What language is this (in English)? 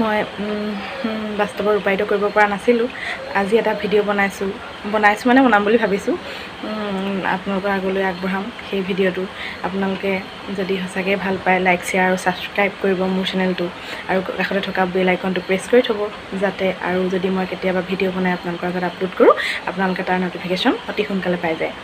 Assamese